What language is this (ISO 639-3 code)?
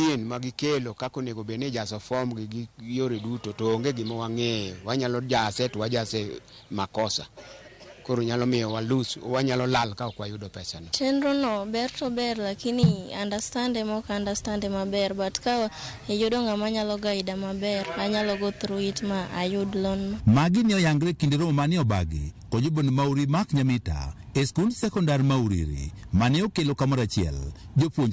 luo